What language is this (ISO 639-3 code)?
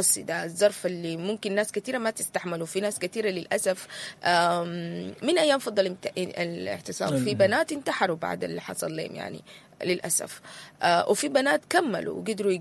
apd